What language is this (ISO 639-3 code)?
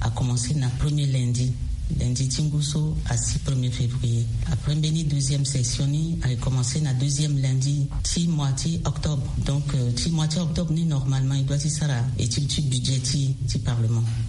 sag